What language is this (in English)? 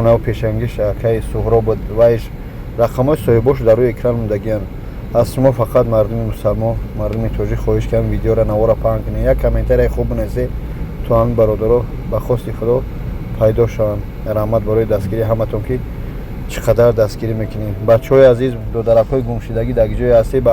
Tajik